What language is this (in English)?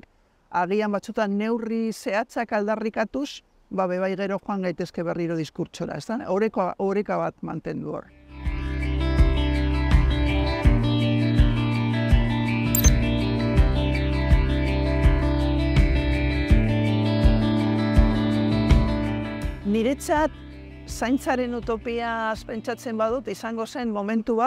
Basque